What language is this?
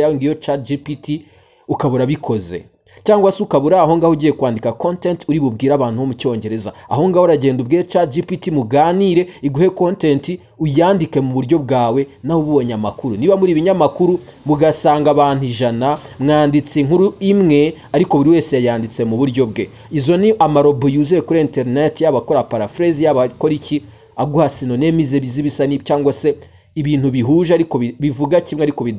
Kinyarwanda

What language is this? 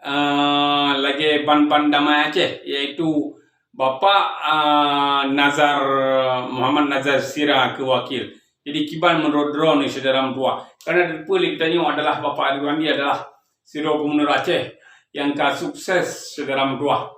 Achinese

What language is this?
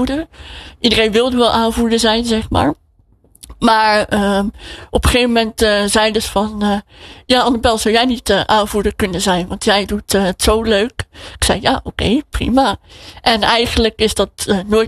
Dutch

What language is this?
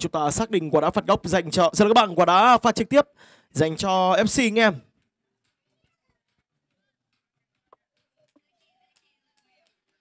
Vietnamese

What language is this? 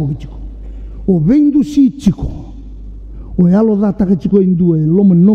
Fijian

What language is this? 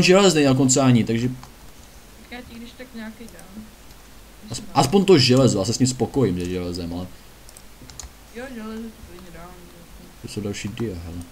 Czech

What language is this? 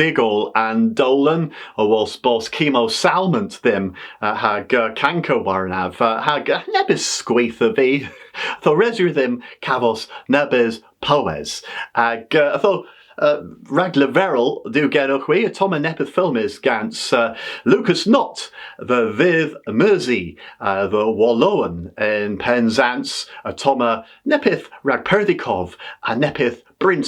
Cornish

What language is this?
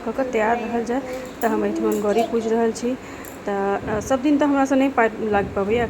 Maithili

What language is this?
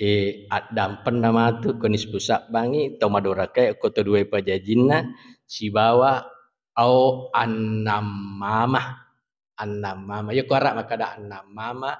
Buginese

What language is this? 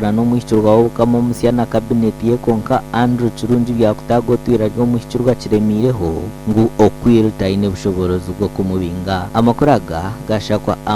Nyankole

